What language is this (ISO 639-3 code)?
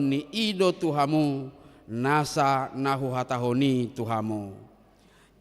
bbc